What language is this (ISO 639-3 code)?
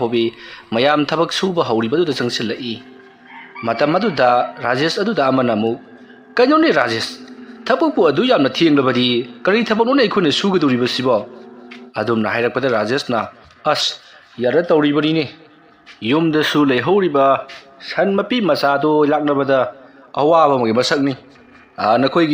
mni